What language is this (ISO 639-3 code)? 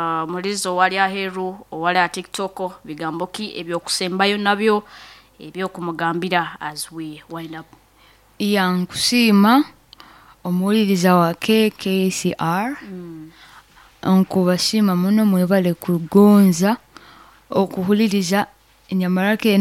nyo